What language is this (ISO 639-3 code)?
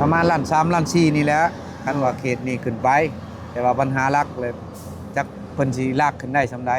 tts